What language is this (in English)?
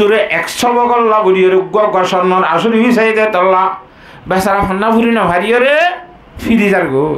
Rohingya